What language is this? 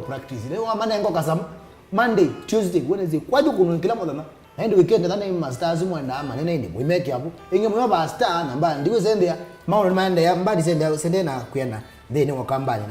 Kamba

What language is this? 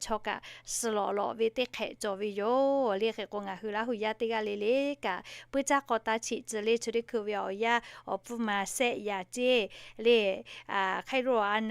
Lahu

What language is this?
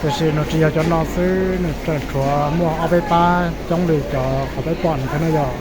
Hmong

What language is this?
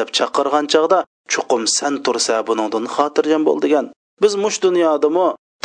Uyghur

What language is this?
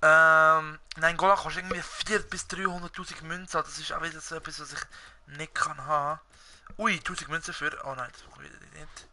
Swiss German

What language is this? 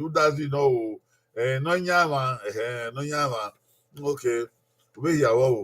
Bini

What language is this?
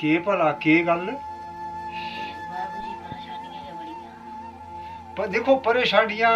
Dogri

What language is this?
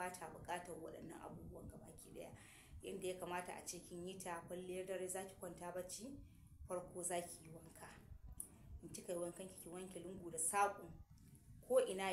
Hausa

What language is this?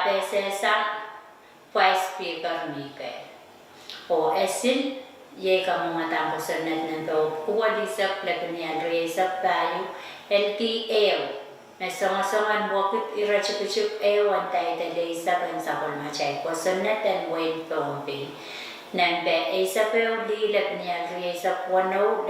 Pohnpeian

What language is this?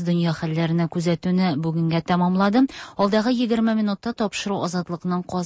Tatar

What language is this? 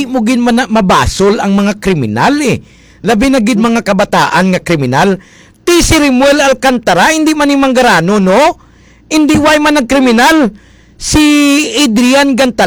Hiligaynon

